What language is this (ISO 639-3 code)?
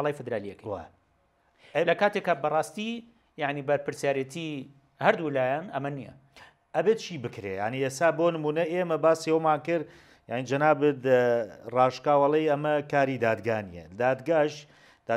ckb